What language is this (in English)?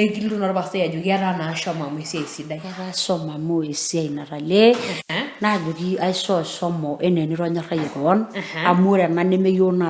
Masai